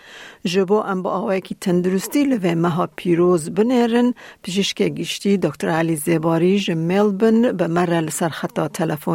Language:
Kurdish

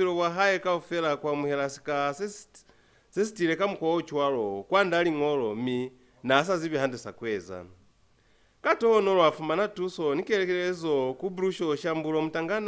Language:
Lozi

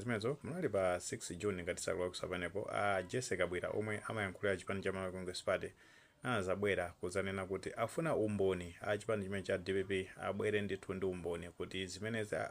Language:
Nyanja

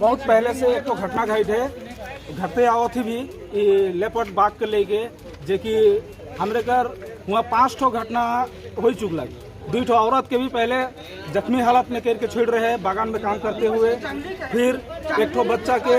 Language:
Sadri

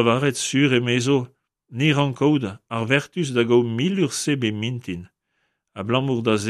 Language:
Breton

